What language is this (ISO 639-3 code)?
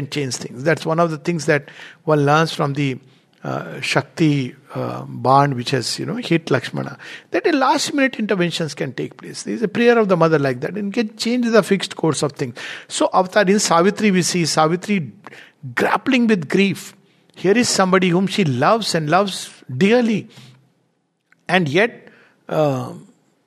eng